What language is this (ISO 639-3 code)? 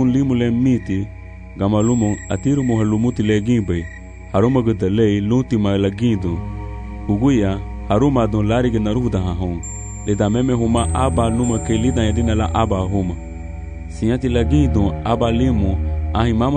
cab